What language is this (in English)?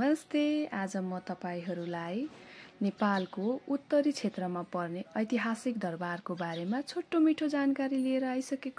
Nepali